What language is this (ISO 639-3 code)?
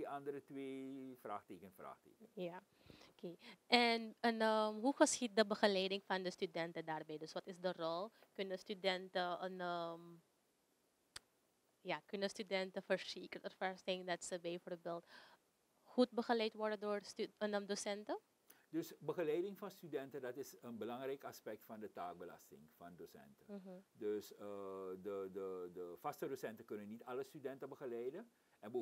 nld